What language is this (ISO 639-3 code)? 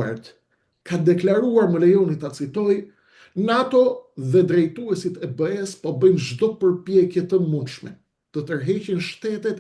sqi